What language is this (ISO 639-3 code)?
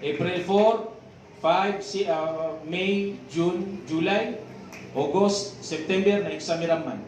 mrw